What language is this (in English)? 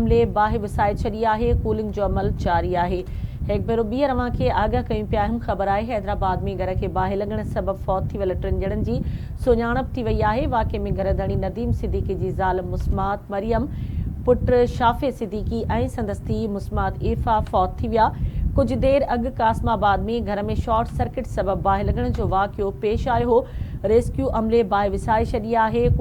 Sindhi